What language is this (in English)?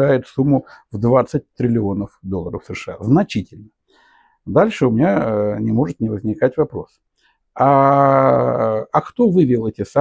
Russian